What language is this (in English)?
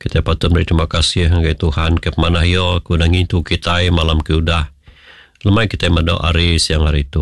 Iban